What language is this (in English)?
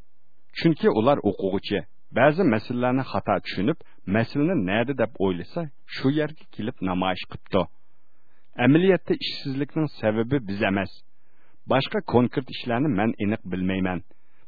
Uyghur